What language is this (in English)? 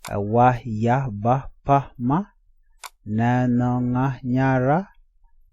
Nuer